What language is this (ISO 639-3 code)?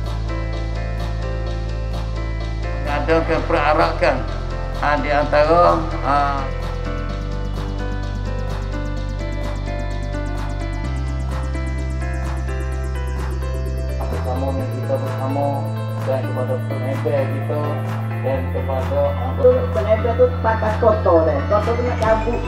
msa